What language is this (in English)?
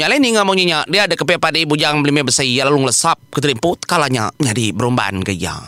Iban